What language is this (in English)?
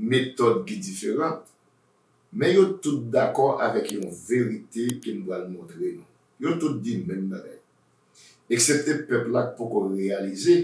Haitian Creole